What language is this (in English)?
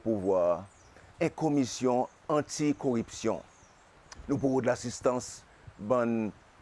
Seselwa Creole French